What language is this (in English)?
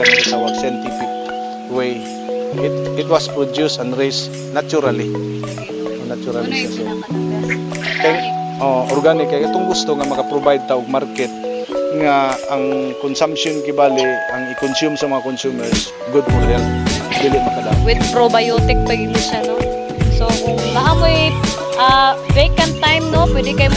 Cebuano